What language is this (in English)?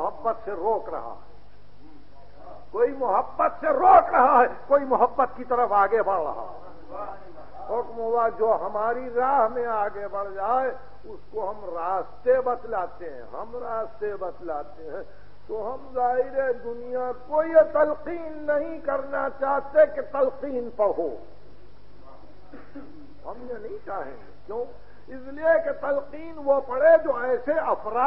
Urdu